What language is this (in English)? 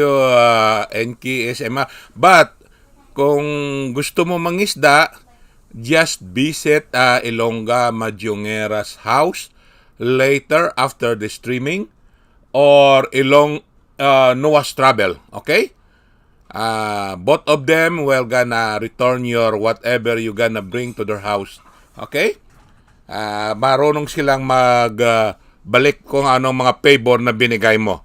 Hiligaynon